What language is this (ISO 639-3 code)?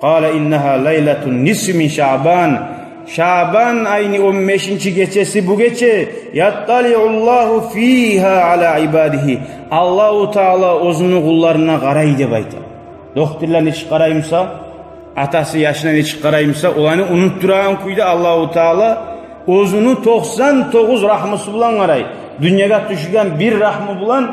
kum